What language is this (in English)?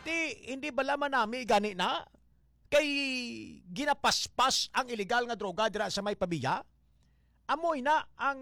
Hiligaynon